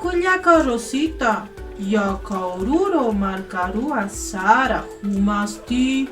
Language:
Aymara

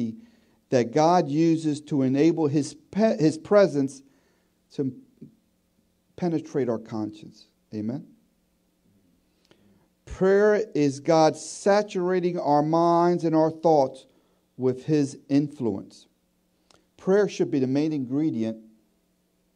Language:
English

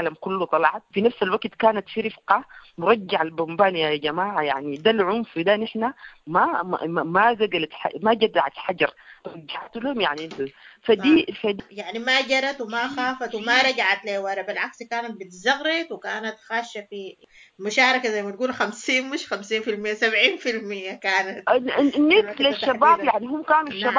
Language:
Sudanese Arabic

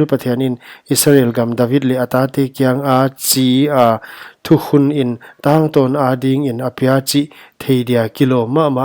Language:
Paite Chin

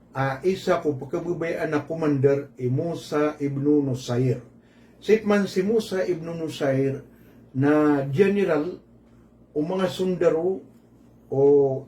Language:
Maranao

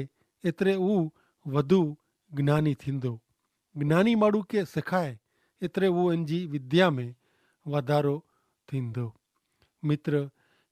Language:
Kachhi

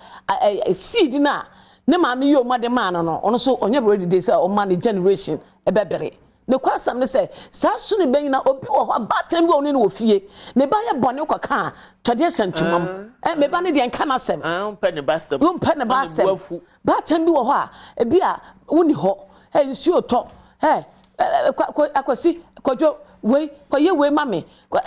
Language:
Akan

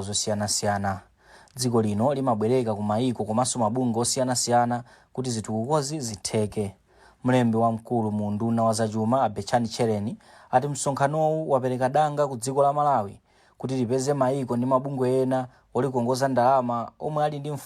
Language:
Nyanja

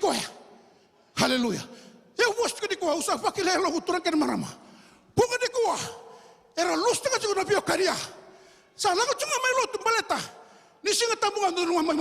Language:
Fijian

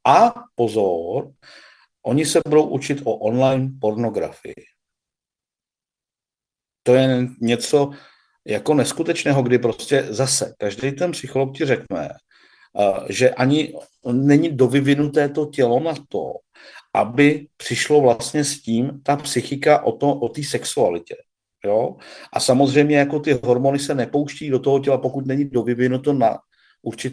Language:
Czech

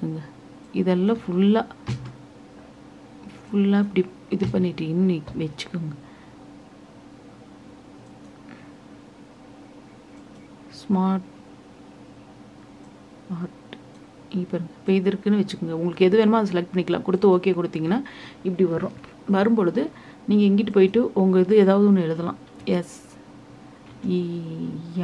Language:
Tamil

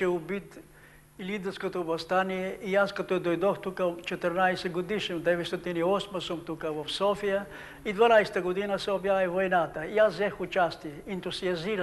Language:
Bulgarian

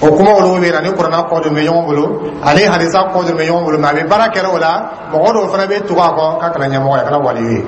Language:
Dyula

